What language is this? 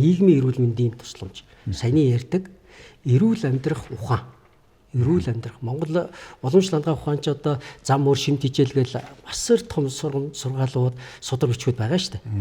Mongolian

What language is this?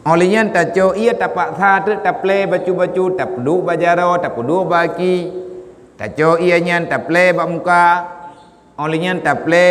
Achinese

